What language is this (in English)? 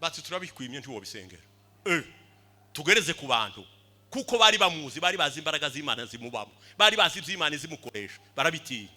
Rundi